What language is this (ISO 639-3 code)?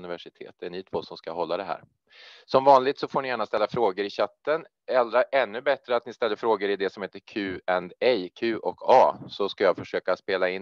swe